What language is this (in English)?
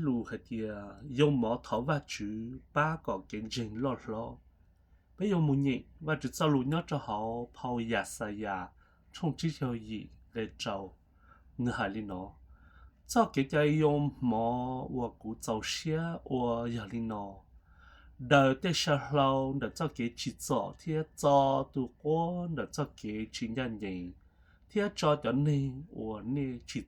Hmong